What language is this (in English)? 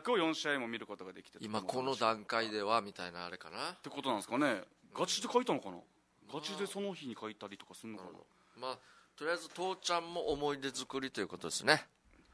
Japanese